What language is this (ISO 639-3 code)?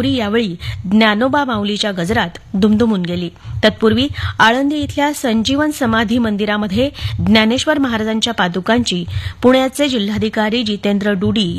mar